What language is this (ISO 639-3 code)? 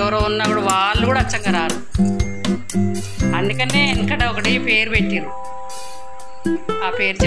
tel